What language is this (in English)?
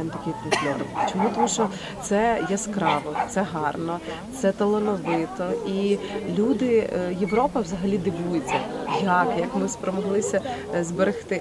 Ukrainian